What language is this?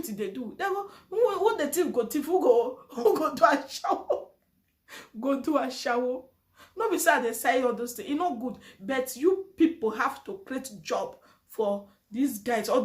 Nigerian Pidgin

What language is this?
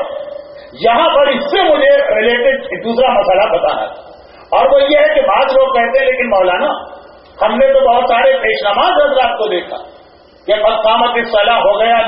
Urdu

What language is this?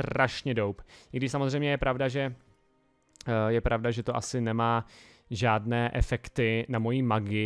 Czech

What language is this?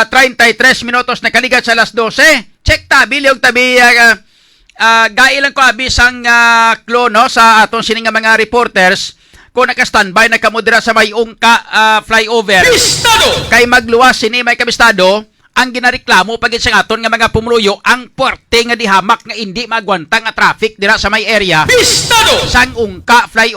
Hiligaynon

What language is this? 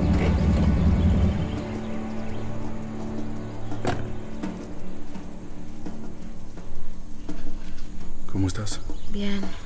Spanish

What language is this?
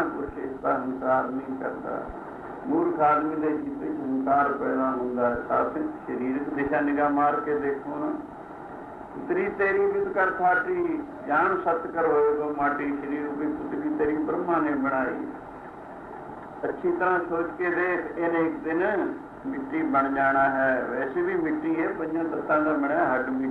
Punjabi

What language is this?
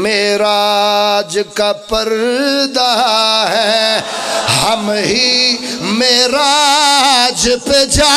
Pahari-Potwari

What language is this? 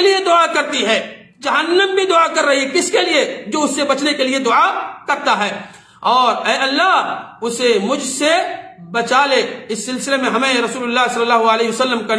Urdu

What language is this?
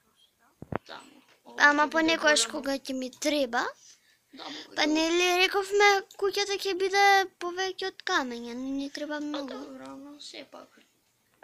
Macedonian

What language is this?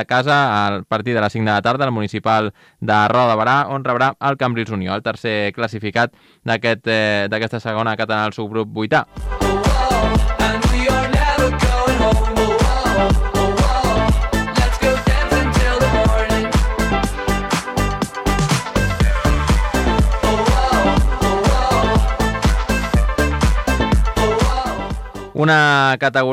Catalan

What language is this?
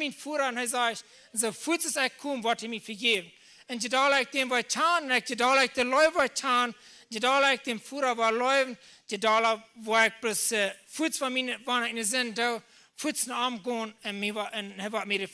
Plautdietsch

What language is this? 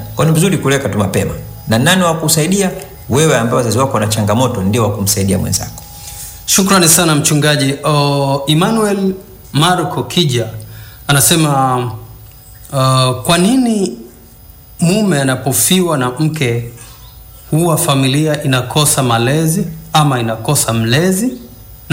Swahili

